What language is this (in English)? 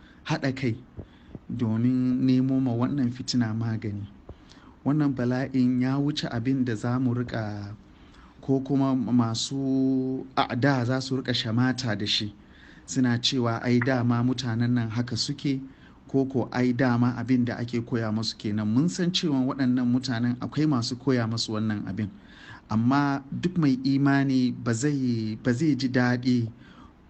Hausa